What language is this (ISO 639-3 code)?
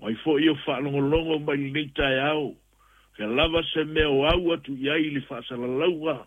smo